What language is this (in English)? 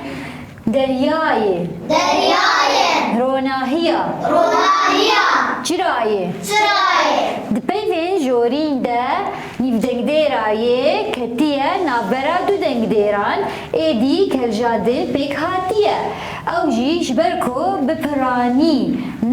Kurdish